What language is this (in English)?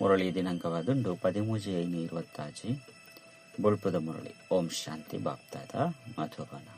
Tulu